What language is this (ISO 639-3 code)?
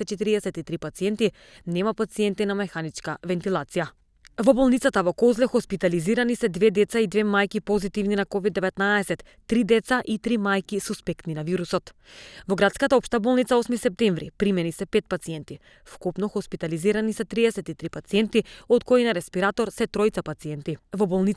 mkd